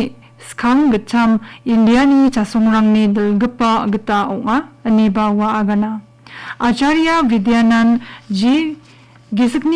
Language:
Garo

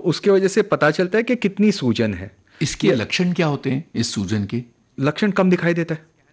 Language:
Hindi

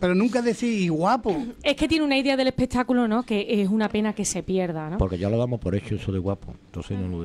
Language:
Spanish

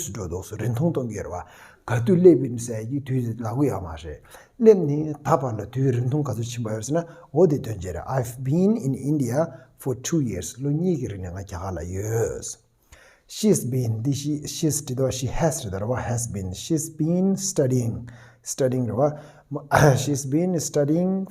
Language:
Tibetan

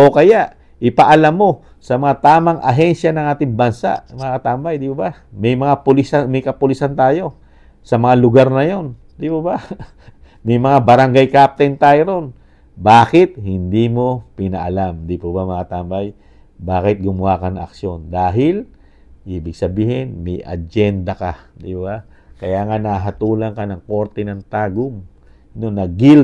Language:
Filipino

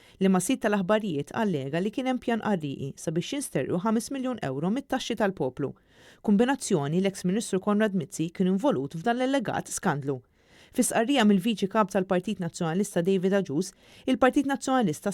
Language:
Maltese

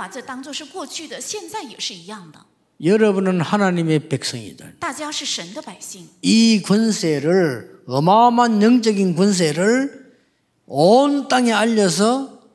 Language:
Korean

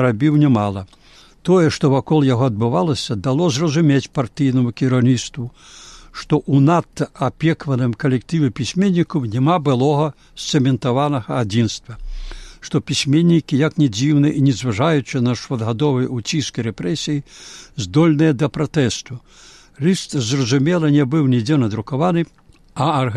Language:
Belarusian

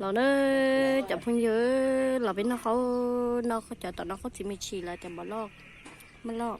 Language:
Hmong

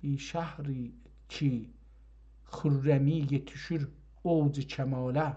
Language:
South Azerbaijani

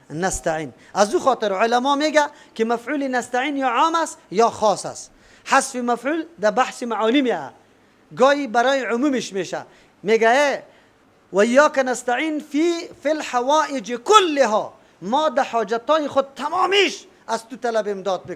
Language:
Persian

